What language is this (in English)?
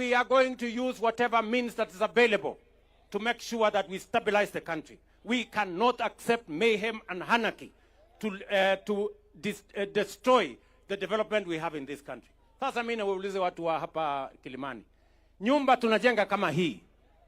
Meru